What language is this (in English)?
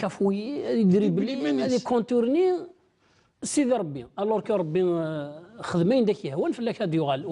Kabyle